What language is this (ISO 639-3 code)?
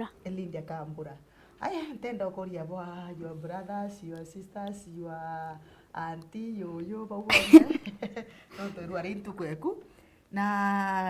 mer